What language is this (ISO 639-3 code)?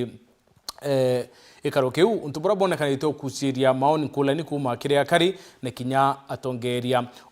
mer